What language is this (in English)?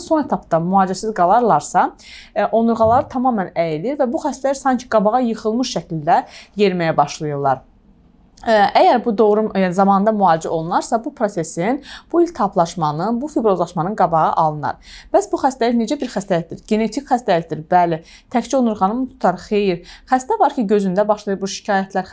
Azerbaijani